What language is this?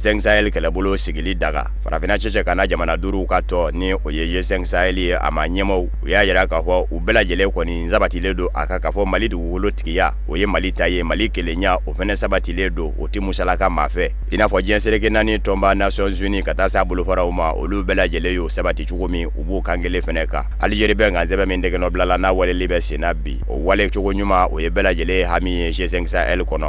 Bambara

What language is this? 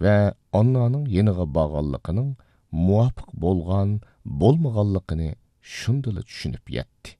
Uyghur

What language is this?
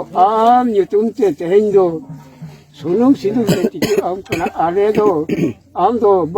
Santali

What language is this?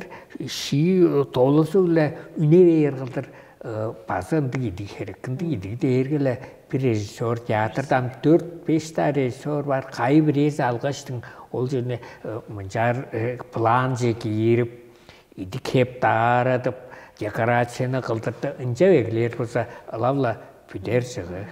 Tuvinian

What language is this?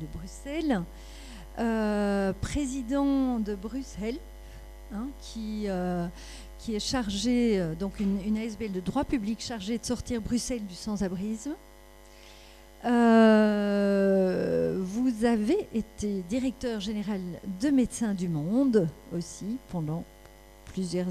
French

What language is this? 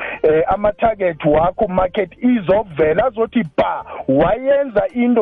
South Ndebele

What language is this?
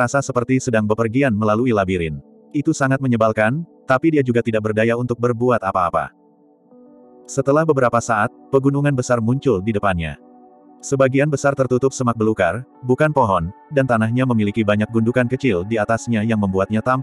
Indonesian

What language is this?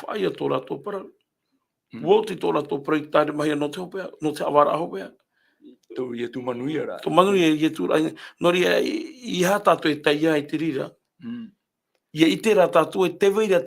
Tahitian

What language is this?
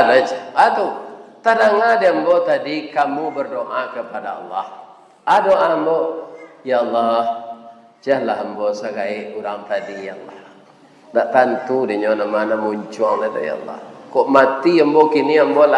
Minangkabau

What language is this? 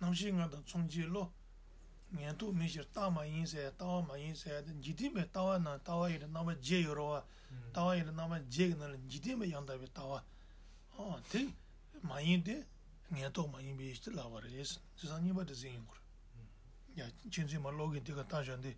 Tibetan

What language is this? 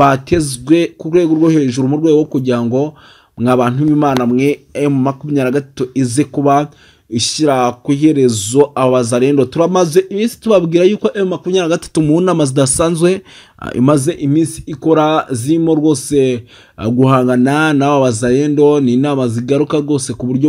Kinyarwanda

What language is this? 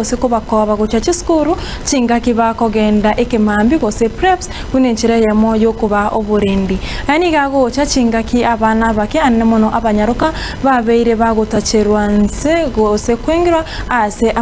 Gusii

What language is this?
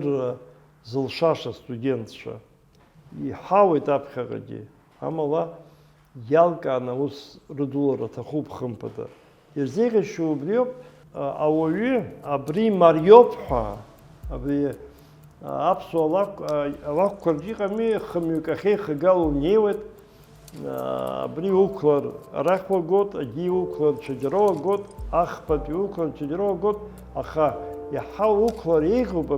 Abkhazian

